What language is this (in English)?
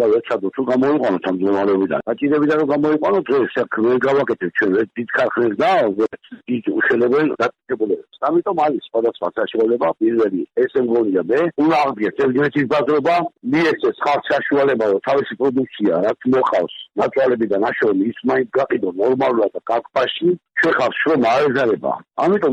Georgian